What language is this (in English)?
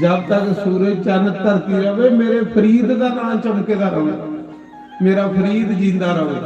Dogri